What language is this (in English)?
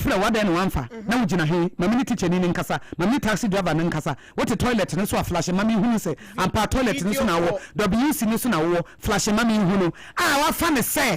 Akan